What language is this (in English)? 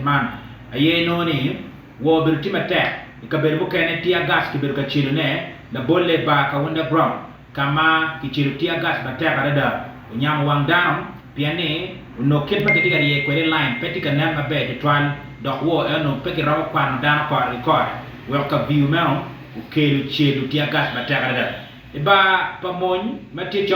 Acoli